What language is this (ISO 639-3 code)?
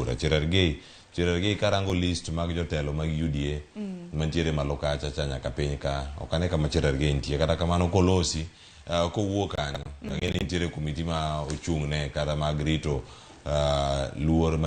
luo